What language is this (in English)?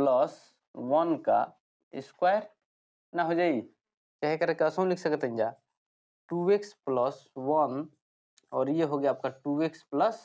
Bhojpuri